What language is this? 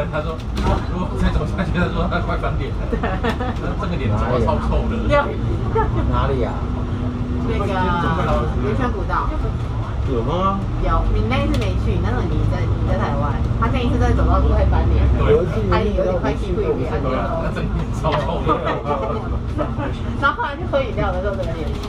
Chinese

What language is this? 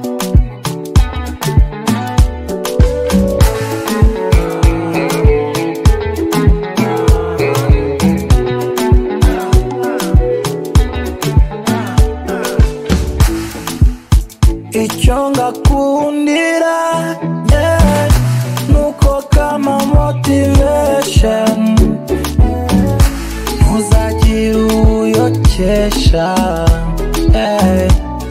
Kinyarwanda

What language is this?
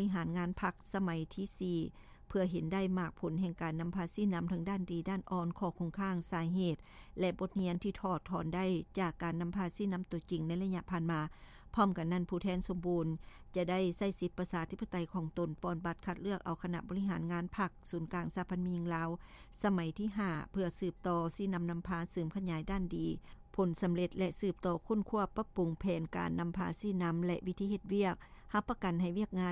Lao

